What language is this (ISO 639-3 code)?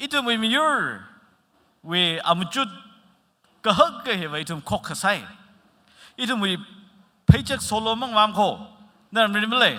nmf